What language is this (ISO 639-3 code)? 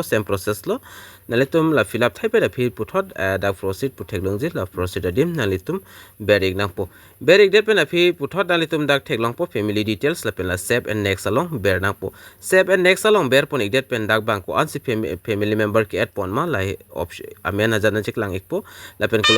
mjw